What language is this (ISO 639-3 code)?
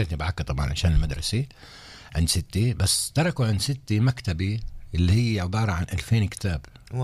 apc